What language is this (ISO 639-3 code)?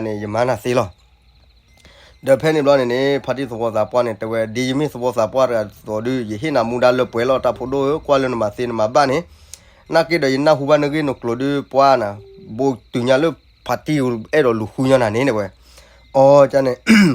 ksw